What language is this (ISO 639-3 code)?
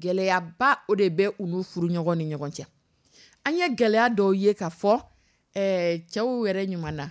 dyu